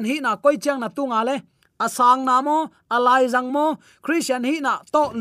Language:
Tedim Chin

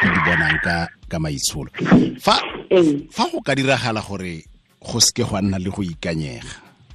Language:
Tswana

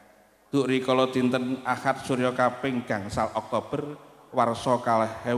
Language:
Javanese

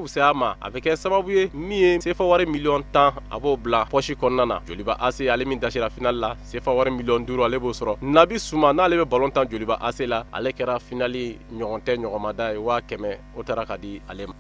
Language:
Bambara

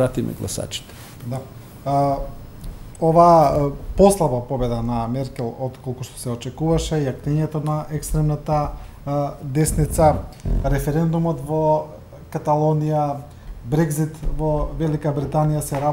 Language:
Macedonian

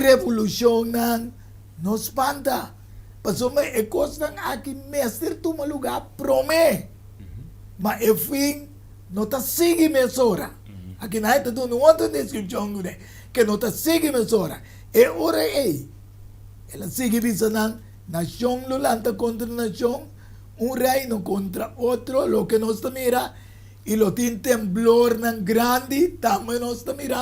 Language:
Papiamento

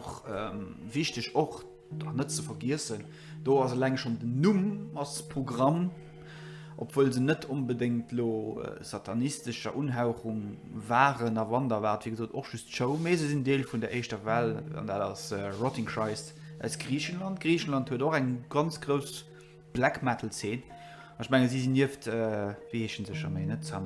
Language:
Luxembourgish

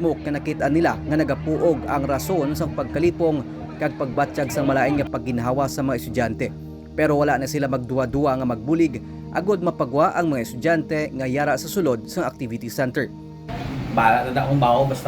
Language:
Hiligaynon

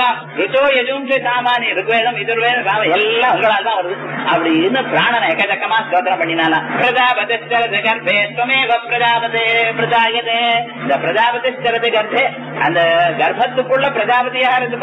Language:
Tamil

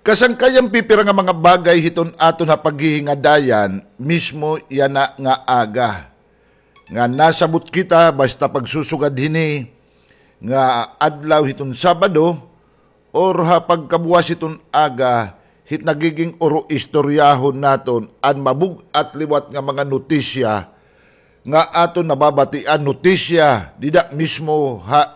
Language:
Waray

